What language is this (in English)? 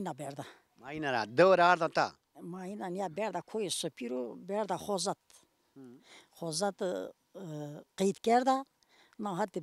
Zaza